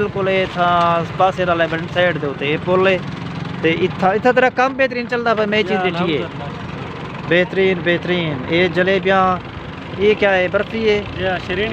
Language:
Saraiki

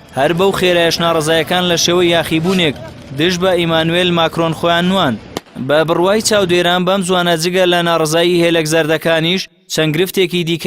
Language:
Central Kurdish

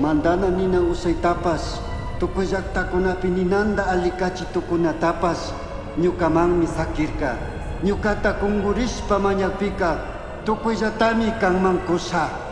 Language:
Chimborazo Highland Quichua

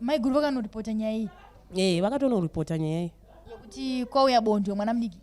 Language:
Shona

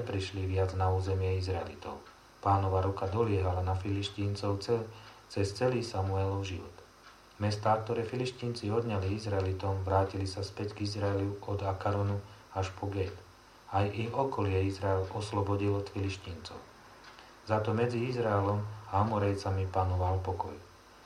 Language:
Slovak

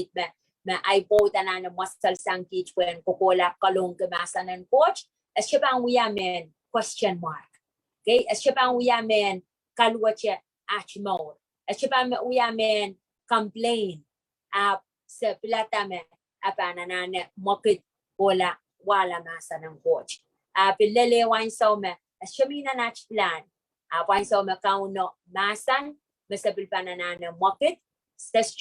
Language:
Pohnpeian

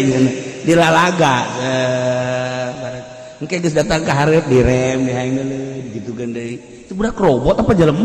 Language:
Sundanese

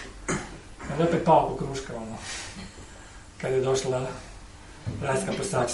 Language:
Croatian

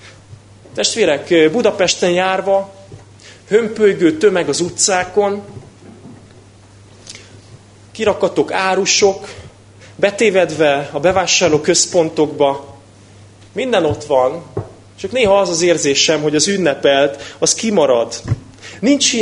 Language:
Hungarian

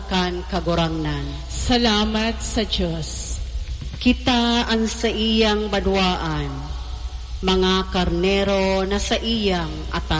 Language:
Bikol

